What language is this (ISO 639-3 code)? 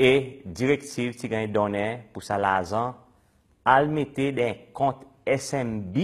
crs